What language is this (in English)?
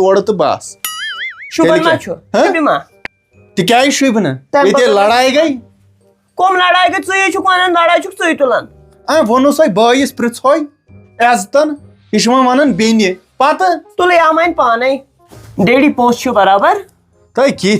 Kashmiri